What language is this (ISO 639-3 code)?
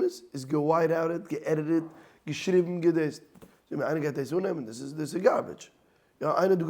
yid